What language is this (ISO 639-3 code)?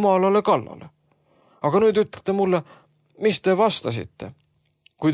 est